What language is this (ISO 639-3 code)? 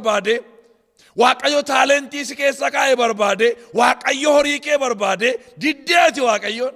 orm